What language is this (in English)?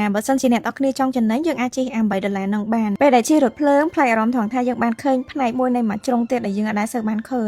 Khmer